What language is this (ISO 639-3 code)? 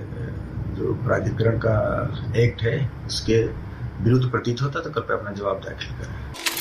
hin